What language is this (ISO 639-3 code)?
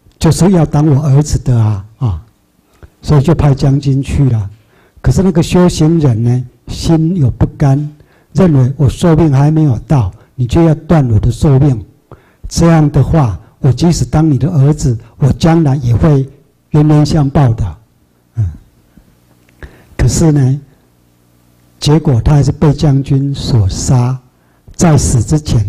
zho